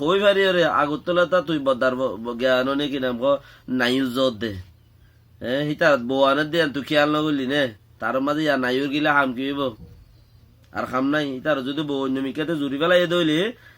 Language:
Rohingya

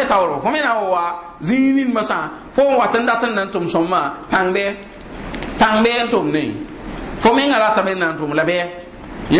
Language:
Mossi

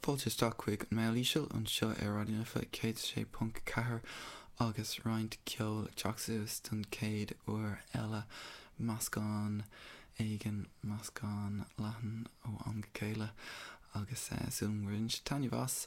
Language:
Irish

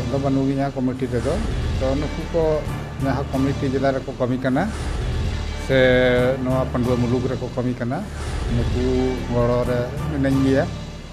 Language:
Santali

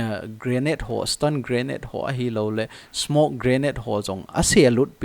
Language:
Thado Chin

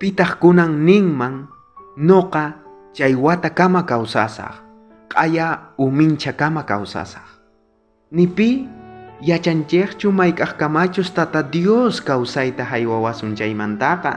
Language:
South Bolivian Quechua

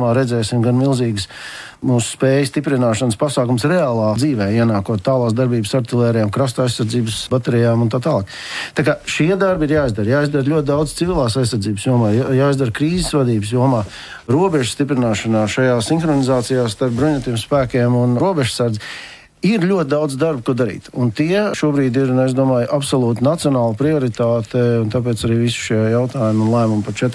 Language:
Latvian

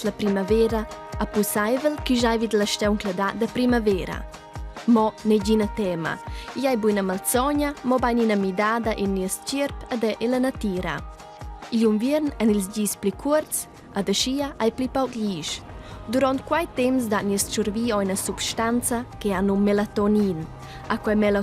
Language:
Romansh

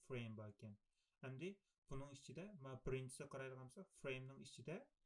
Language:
Uyghur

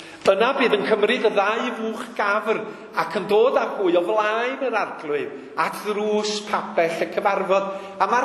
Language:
Welsh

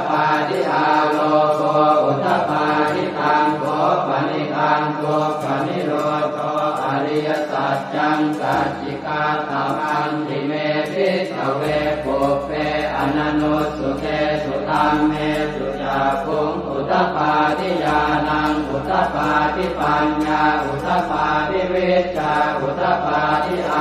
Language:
Pali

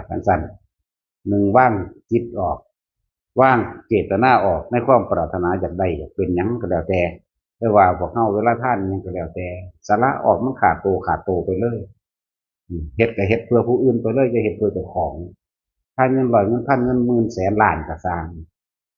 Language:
Northeastern Thai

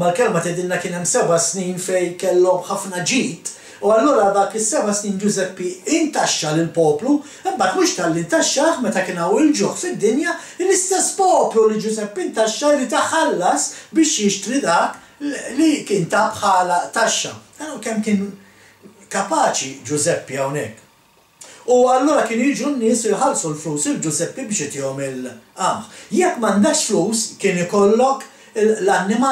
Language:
Maltese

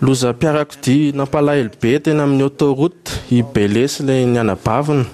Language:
Malagasy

